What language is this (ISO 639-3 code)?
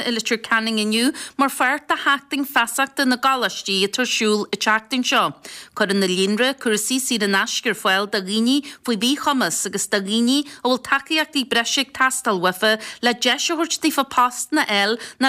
gle